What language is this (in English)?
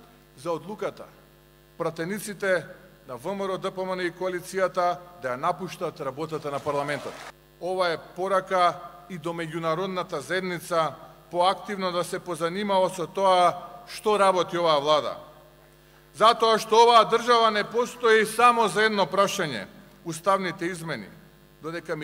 Macedonian